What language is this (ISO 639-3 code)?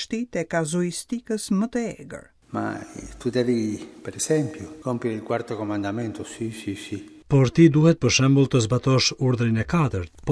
sqi